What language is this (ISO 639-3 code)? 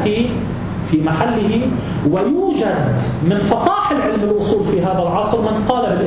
ara